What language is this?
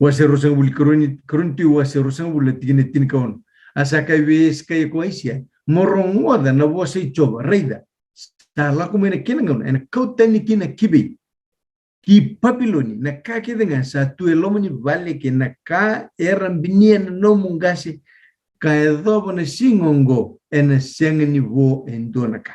Fijian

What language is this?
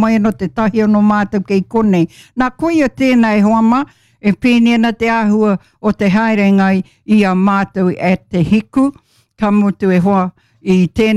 Māori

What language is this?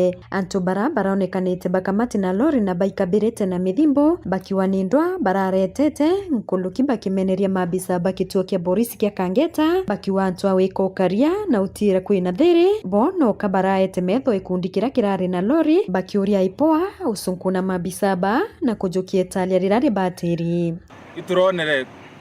Meru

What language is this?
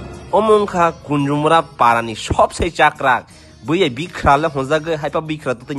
Kok Borok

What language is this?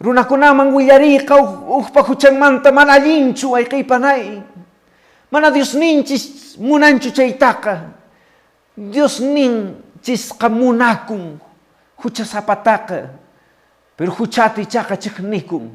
Quechua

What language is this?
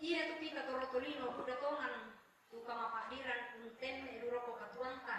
Toraja-Sa'dan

